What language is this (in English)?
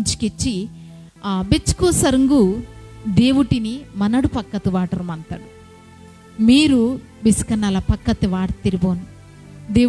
Koya